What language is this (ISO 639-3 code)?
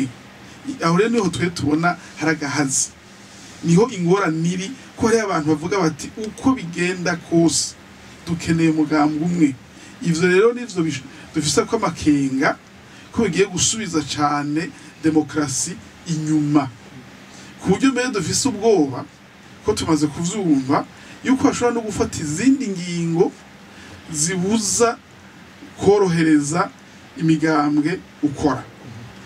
run